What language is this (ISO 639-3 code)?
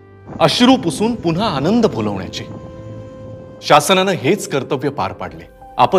mar